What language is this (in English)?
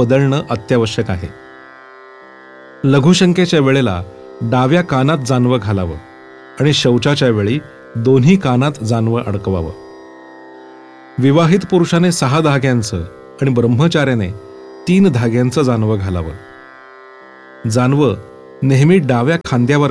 Marathi